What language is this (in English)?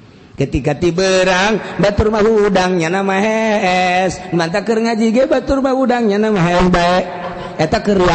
Sundanese